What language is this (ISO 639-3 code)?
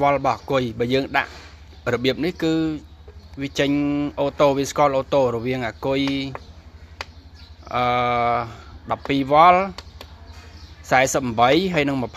khm